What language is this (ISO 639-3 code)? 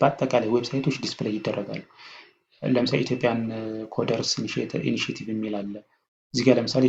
amh